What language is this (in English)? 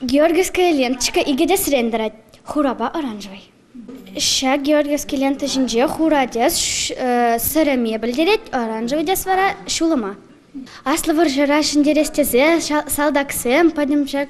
Chuvash